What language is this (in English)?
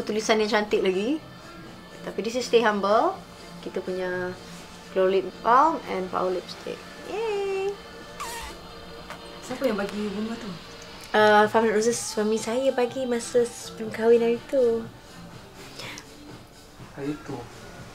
Malay